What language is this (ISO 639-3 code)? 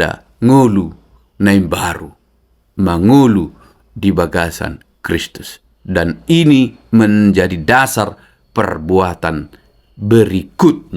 bbc